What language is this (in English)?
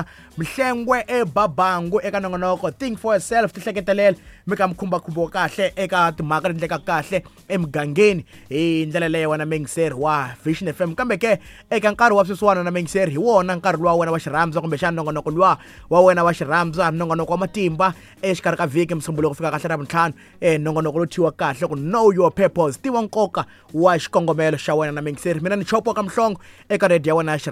Tsonga